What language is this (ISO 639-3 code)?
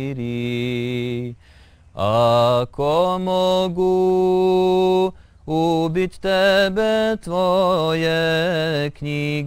bos